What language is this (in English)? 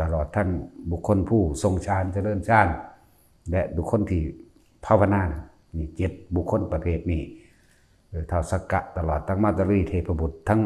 Northeastern Thai